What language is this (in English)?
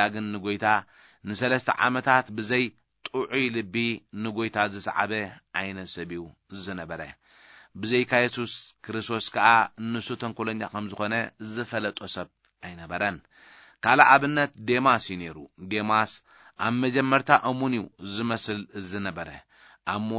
Tigrinya